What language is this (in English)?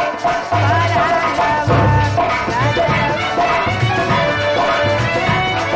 Bhojpuri